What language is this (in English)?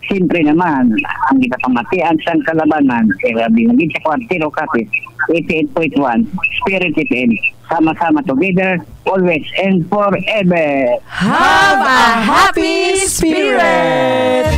Hiligaynon